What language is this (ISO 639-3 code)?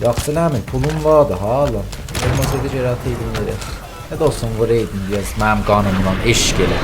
azb